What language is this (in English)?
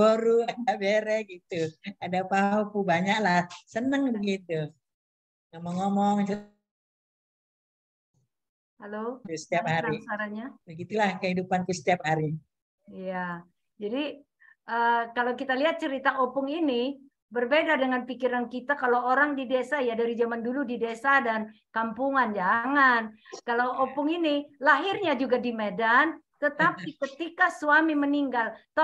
Indonesian